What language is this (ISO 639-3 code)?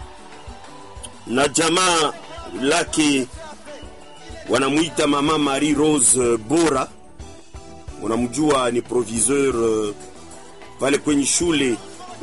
swa